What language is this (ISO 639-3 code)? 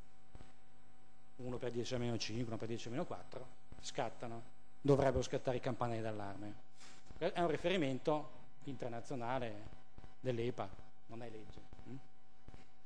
ita